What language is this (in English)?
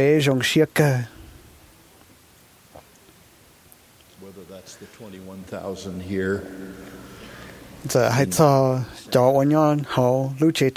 Vietnamese